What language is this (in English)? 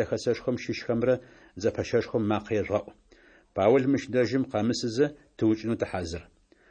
Adyghe